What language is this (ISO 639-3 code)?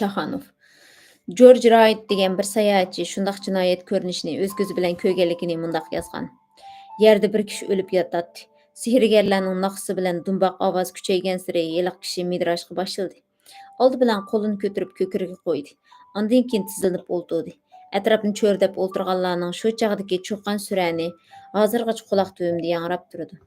uig